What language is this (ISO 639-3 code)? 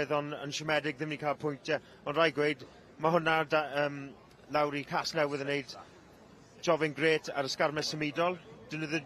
cym